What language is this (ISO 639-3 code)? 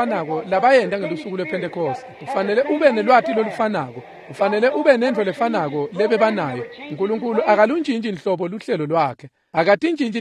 ssw